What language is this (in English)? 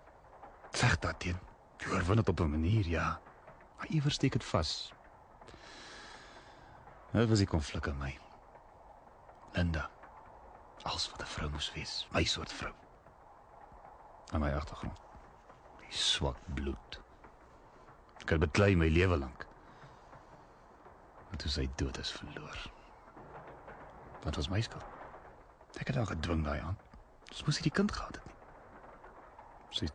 Afrikaans